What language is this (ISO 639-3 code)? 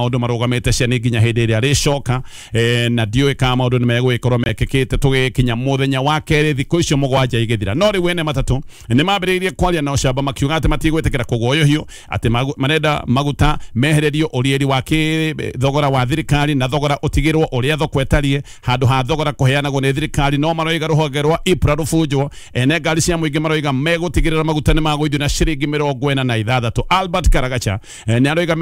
kik